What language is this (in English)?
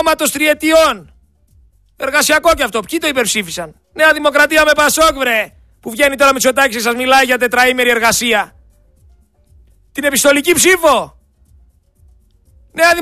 Greek